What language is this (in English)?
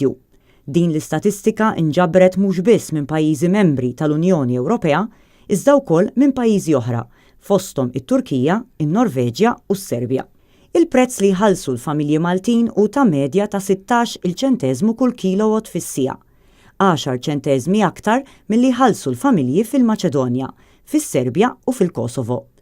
Maltese